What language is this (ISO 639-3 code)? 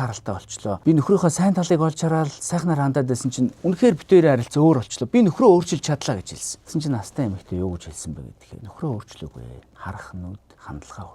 mon